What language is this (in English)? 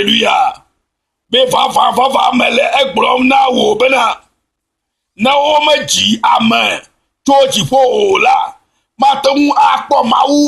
Ewe